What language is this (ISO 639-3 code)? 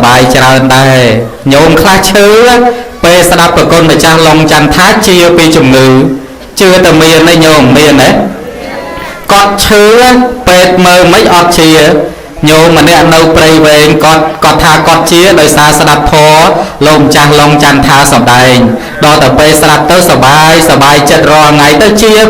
khm